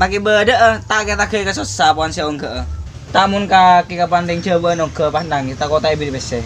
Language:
Madurese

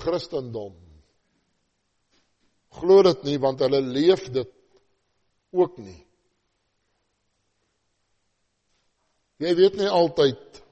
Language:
Afrikaans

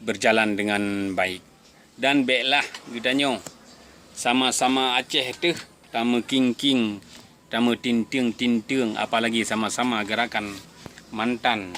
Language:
Achinese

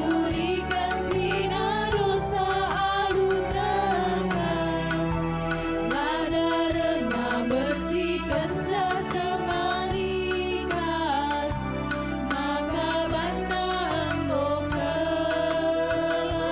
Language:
Batak Karo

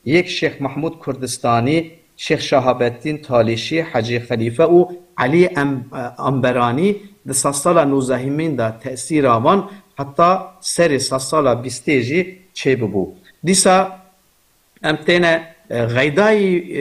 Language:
Kurdish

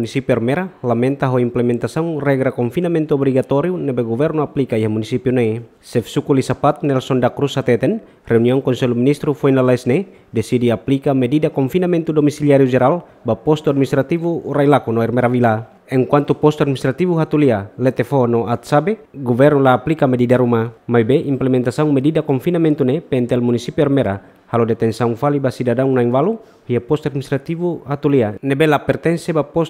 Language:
Tetum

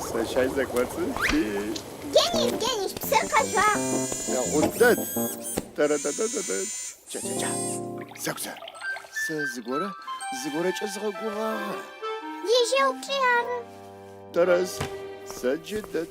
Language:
Adyghe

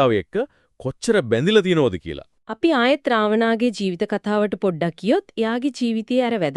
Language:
Sinhala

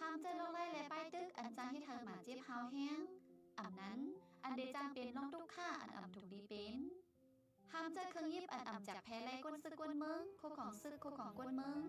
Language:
Shan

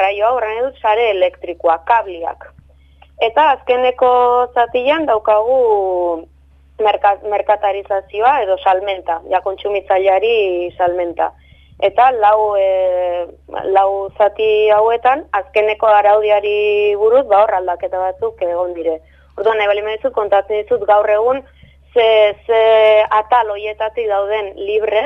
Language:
Basque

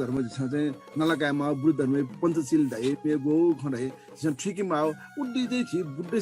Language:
Newari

